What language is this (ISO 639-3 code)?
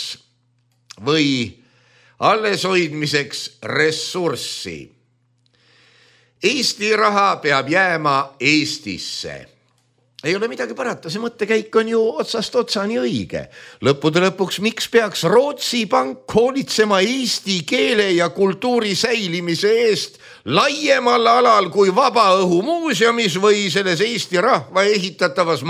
est